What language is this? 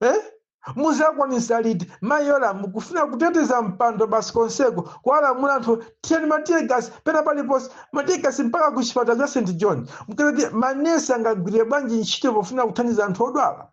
Nyanja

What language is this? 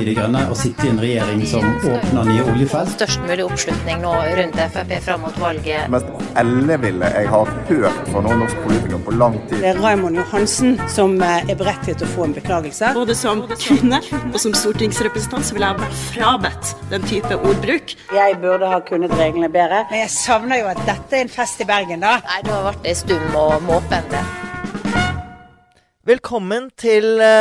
Norwegian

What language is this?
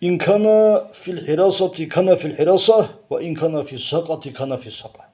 Avaric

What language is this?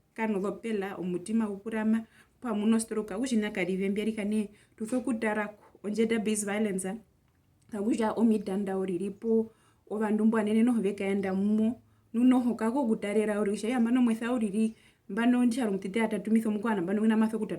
Herero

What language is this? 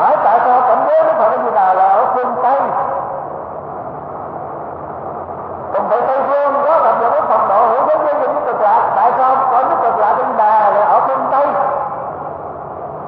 Vietnamese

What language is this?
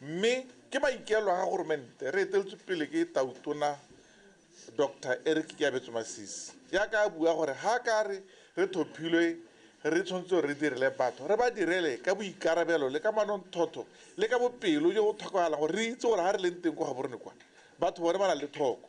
Tswana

